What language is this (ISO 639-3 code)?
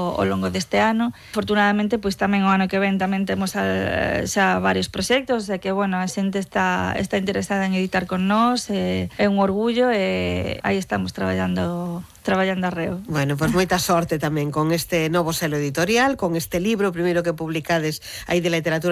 glg